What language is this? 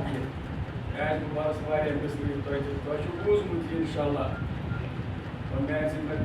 Kashmiri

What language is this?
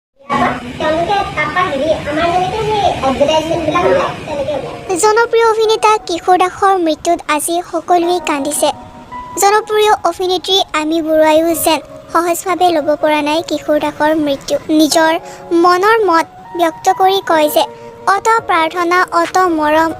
Assamese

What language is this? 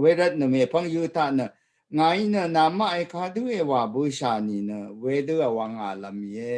Rawang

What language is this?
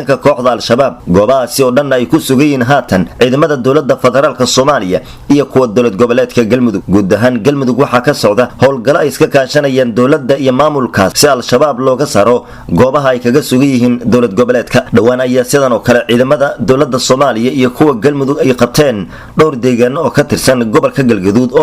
Somali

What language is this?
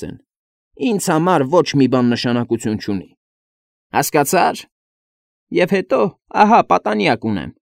Armenian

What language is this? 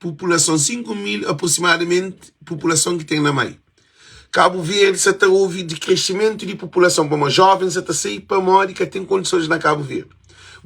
Kabuverdianu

